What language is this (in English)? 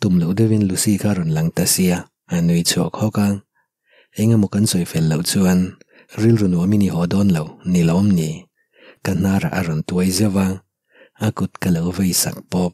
Mizo